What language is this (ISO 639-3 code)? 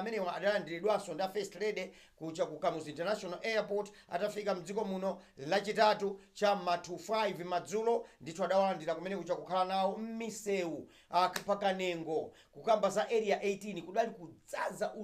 nya